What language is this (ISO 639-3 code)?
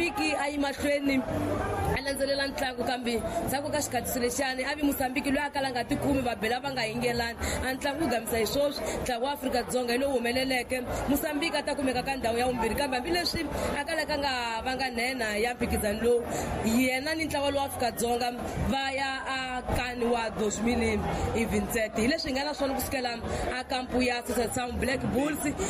tso